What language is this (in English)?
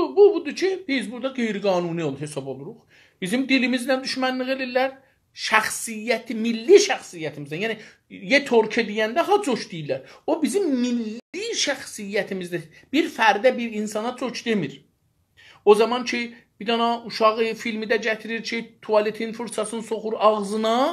South Azerbaijani